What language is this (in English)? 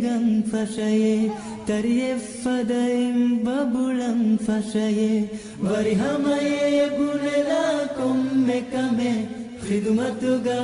Divehi